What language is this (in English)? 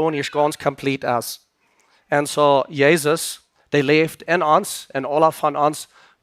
Plautdietsch